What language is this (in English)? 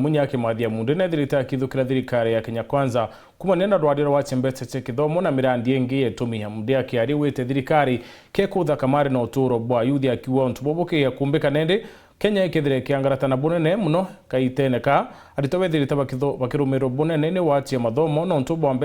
Meru